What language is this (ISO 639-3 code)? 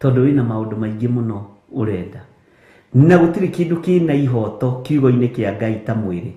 kik